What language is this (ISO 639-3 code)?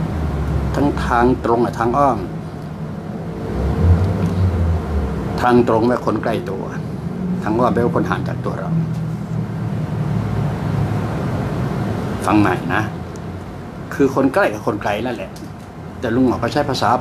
tha